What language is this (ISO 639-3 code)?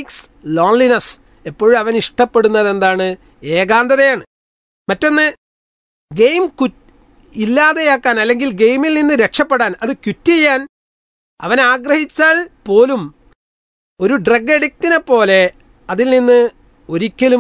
mal